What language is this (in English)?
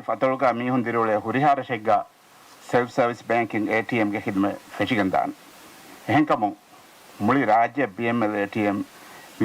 Divehi